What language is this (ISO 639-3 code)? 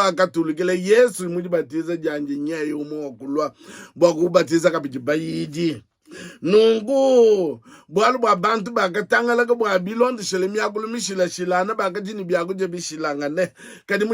lua